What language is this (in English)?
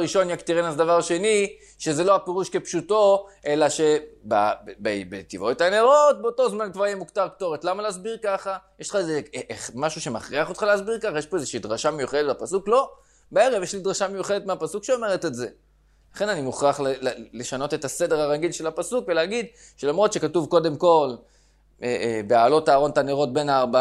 Hebrew